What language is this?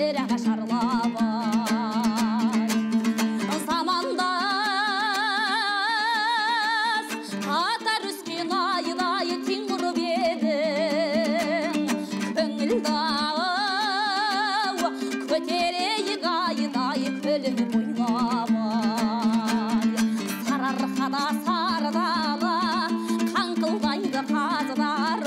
Kazakh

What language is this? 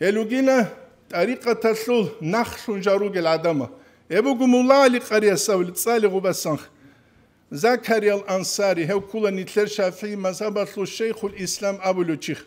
Avaric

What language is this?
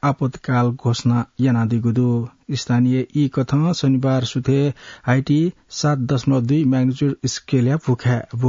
Newari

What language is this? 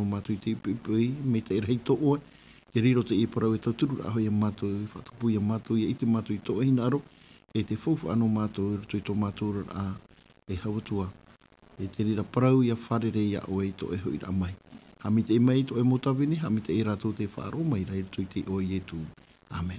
Tahitian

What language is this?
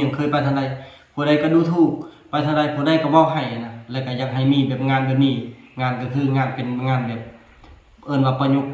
Lao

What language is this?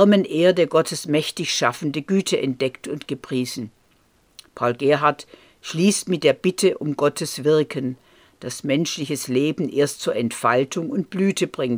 German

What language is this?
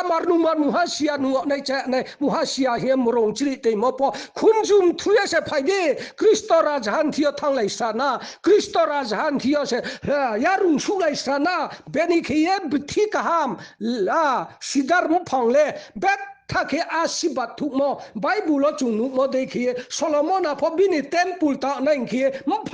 Riang (India)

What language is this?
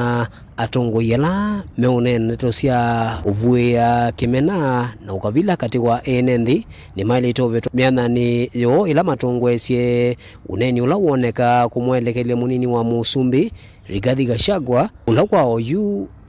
Kamba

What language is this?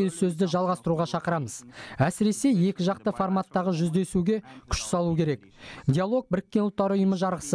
Kazakh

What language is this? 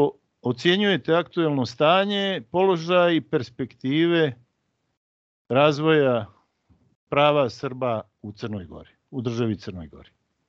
Serbian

